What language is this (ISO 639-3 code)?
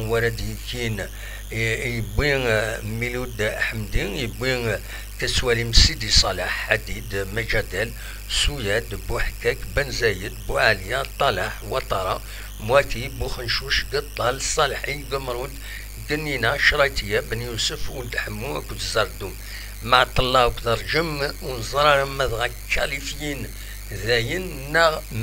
kab